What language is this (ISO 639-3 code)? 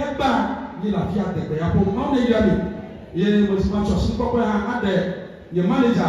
ewe